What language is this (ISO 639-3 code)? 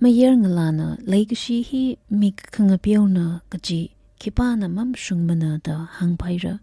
nmf